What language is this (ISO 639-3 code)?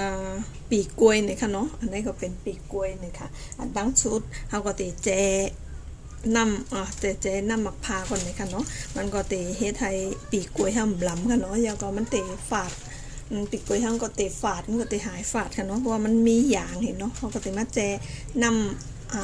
shn